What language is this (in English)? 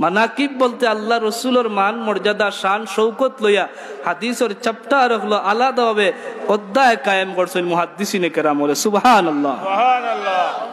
Sylheti